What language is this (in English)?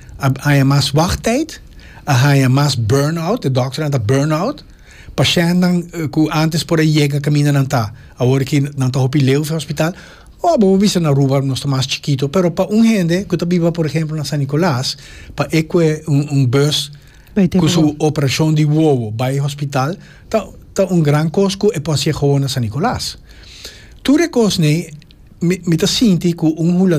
Papiamento